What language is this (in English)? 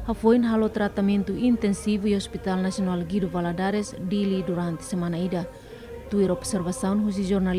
Tetum